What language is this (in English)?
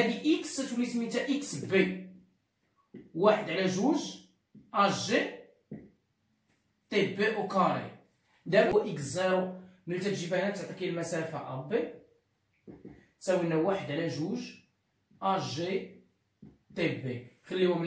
Moroccan Arabic